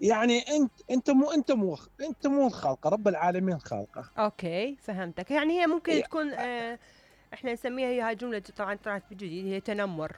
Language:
Mesopotamian Arabic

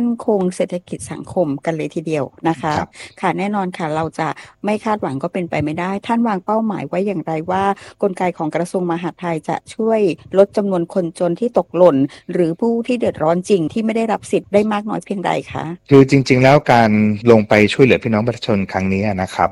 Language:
Thai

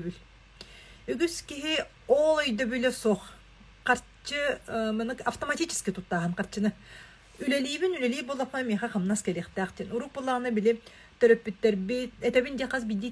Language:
Yakut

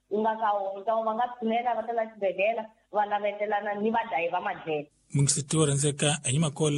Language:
Tsonga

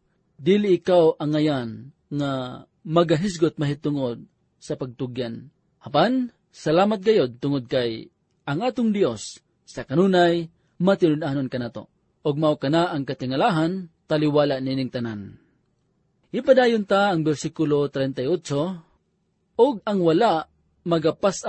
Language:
Cebuano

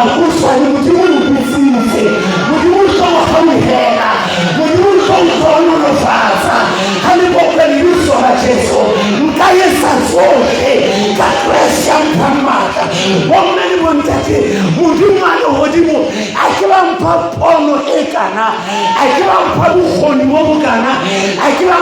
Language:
Southern Sotho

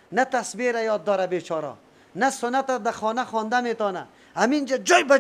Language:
Persian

